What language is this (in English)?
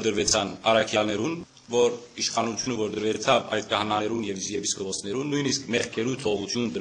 Western Armenian